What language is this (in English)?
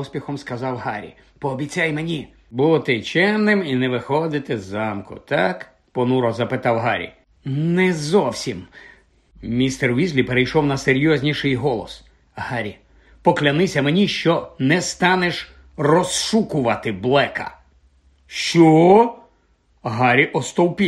Ukrainian